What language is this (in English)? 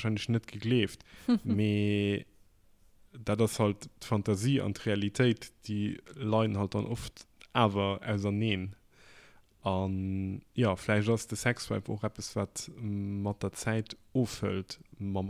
Luxembourgish